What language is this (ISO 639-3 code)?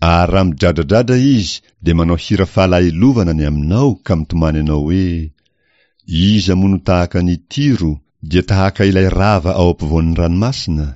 mlg